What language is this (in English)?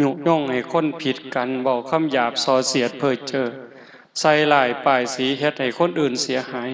Northeastern Thai